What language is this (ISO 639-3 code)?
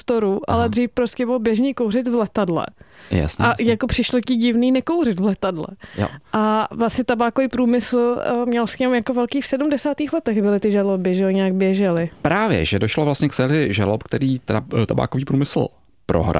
ces